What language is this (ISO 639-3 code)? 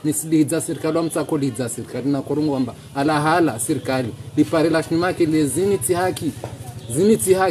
zdj